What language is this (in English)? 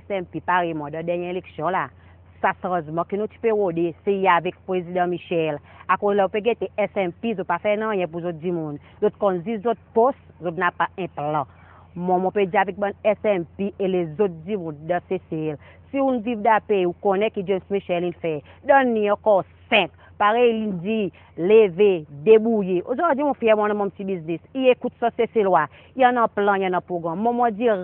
Seselwa Creole French